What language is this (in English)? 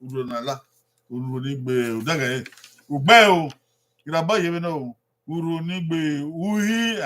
Bini